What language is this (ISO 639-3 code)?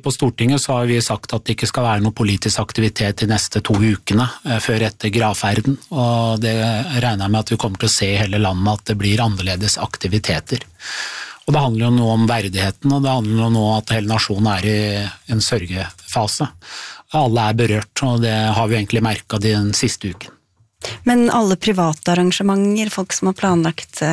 nor